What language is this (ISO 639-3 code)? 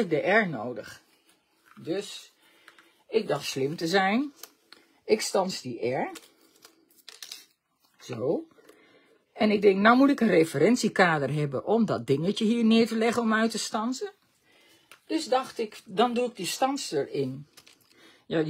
nld